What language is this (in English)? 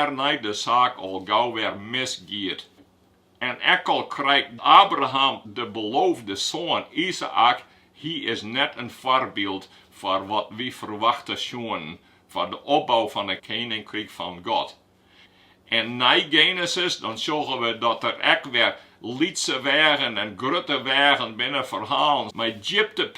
Western Frisian